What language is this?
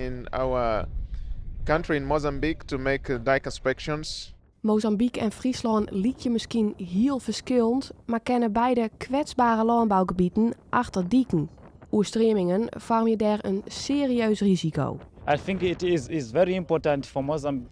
Western Frisian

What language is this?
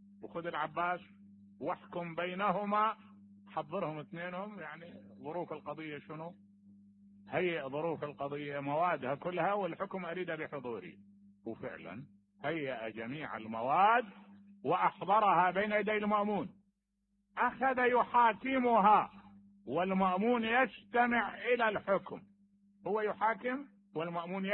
Mesopotamian Arabic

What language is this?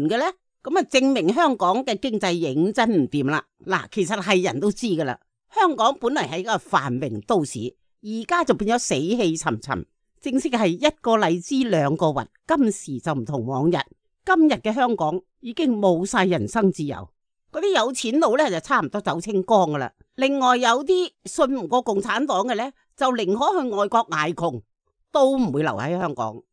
Cantonese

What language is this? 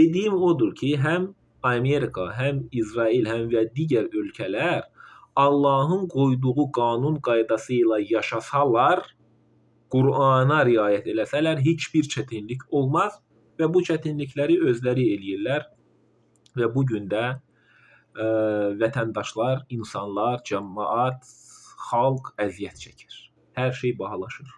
Azerbaijani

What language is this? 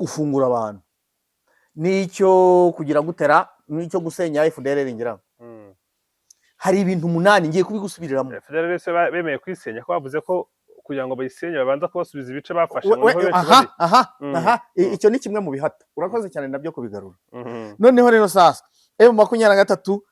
Kinyarwanda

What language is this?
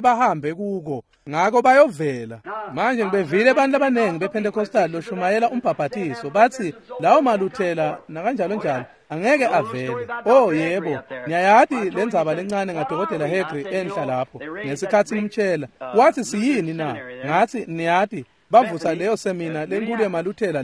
Swati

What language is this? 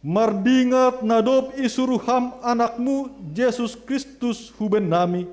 Batak Simalungun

